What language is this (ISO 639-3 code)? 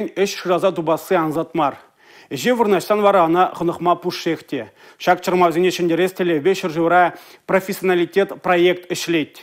chv